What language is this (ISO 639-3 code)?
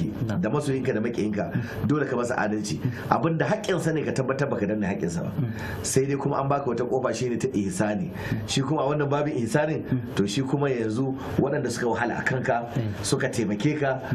hau